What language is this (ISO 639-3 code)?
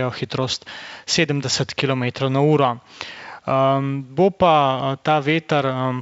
slv